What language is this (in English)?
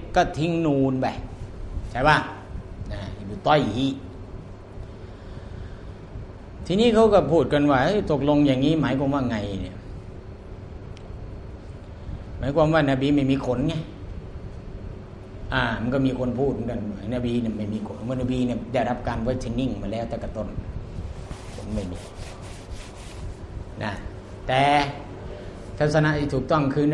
Thai